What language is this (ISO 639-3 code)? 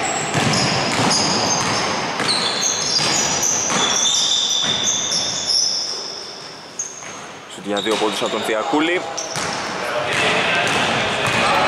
ell